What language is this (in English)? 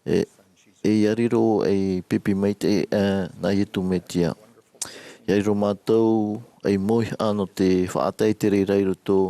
Tahitian